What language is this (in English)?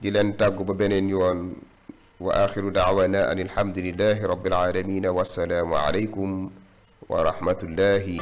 Wolof